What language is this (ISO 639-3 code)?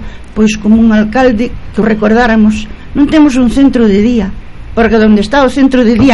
glg